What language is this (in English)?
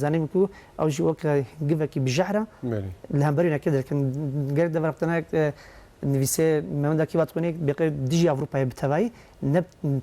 Kurdish